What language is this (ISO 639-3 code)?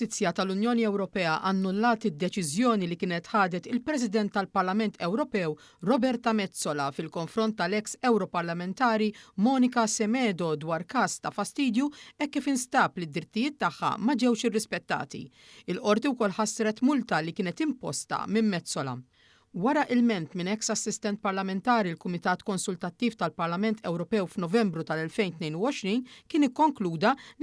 mlt